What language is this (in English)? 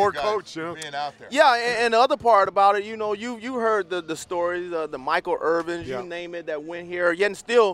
English